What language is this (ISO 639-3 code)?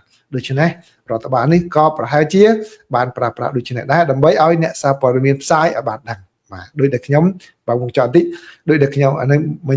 khm